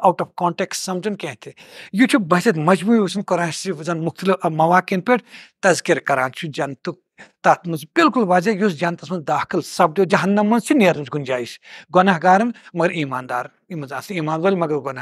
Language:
Kashmiri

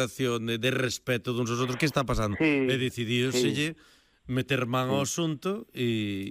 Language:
Galician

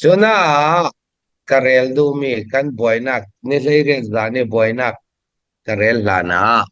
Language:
Falam Chin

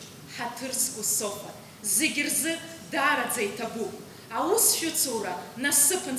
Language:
Abkhazian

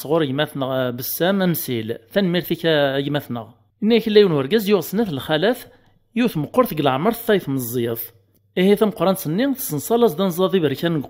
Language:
Kabyle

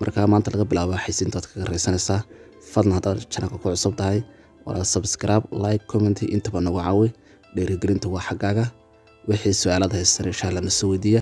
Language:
Somali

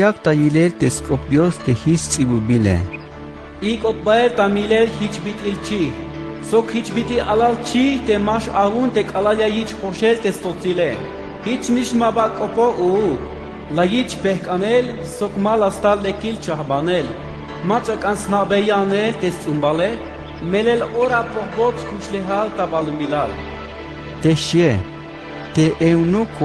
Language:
Tzeltal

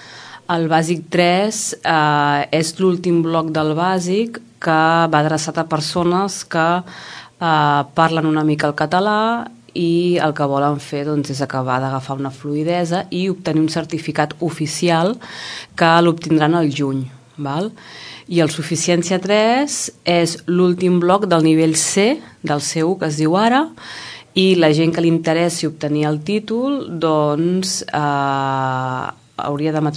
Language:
Catalan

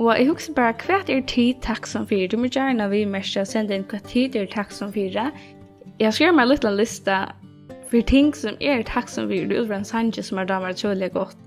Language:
Faroese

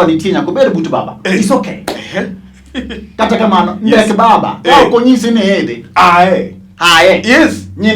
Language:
Luo (Kenya and Tanzania)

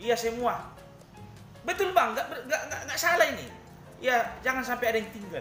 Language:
Batak Toba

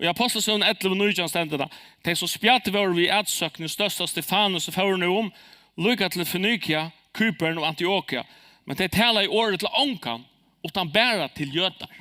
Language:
Faroese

